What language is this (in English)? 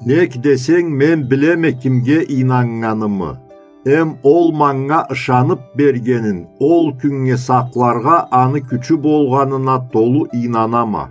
Karachay-Balkar